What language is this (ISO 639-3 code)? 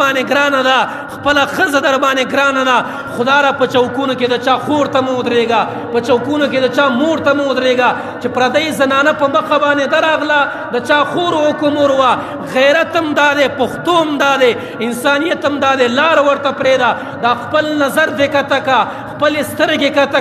pus